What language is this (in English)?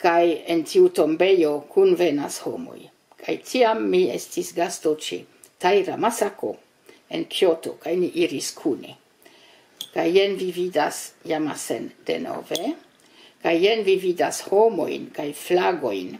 Esperanto